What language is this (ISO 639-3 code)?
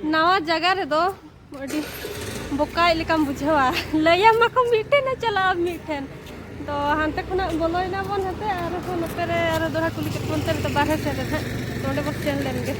sat